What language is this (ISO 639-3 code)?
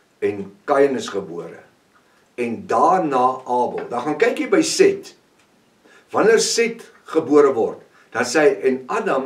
afr